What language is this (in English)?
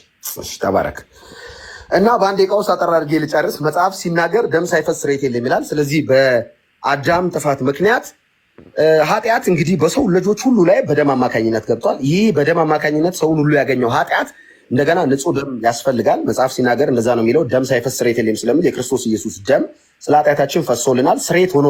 Amharic